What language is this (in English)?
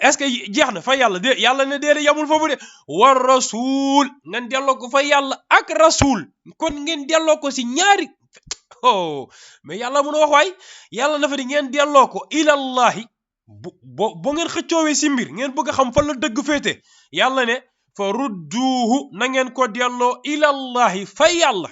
Wolof